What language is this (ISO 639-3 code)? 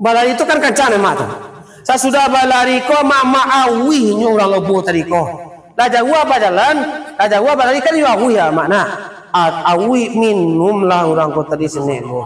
min